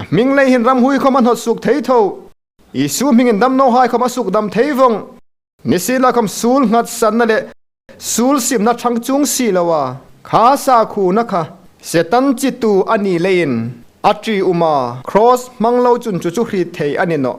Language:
Hmar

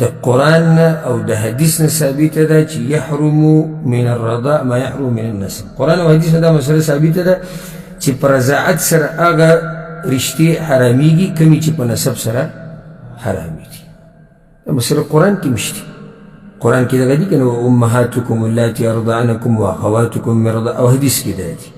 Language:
Pashto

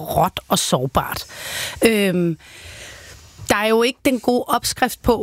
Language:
Danish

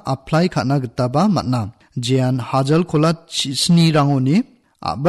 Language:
Garo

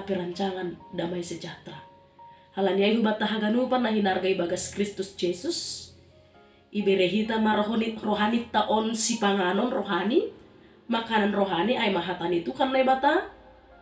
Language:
Batak Simalungun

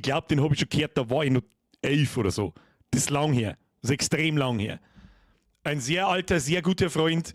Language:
Bavarian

